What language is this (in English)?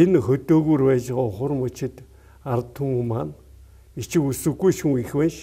Mongolian